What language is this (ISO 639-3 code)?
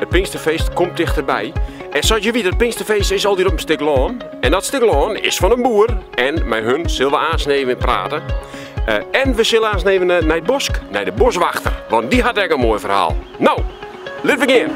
fry